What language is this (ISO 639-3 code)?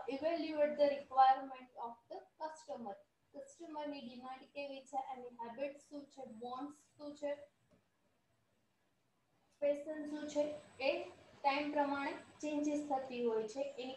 guj